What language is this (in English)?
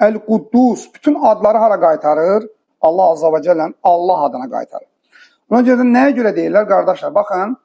Azerbaijani